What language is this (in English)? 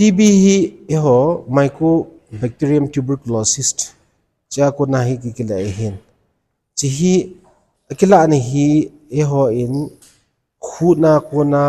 Thado Chin